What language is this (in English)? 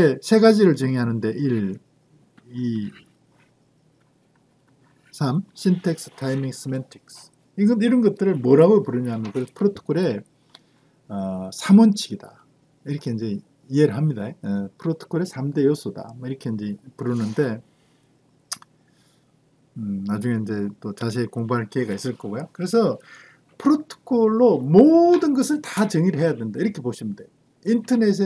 Korean